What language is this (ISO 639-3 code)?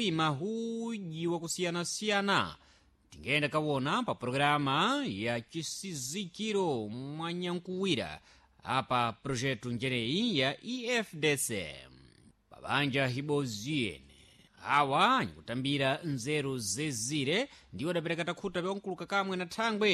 seh